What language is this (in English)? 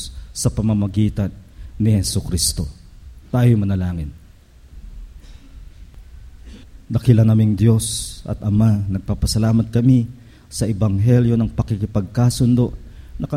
Filipino